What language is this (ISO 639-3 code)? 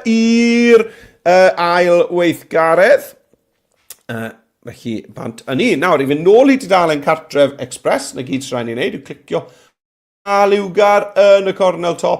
cym